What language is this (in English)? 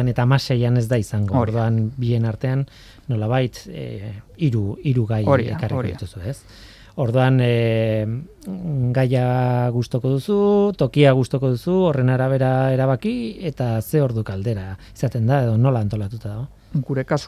Basque